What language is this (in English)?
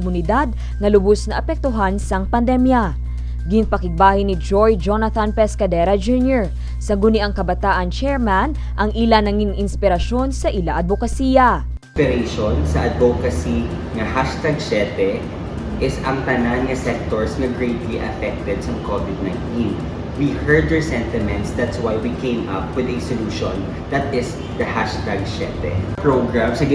Hiligaynon